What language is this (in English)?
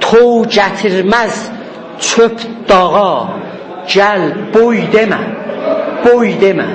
South Azerbaijani